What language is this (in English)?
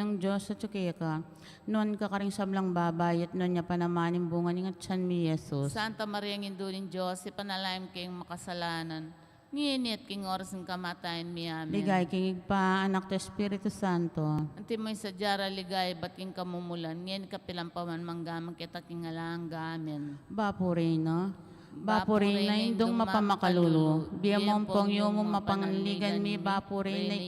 Pampanga